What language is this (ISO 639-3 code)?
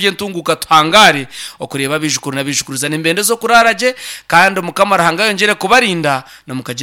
nyn